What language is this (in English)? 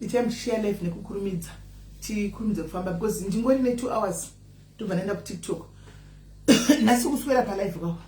Shona